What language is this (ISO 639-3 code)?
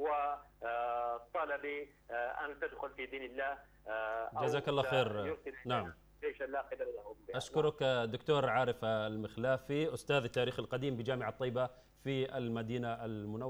ara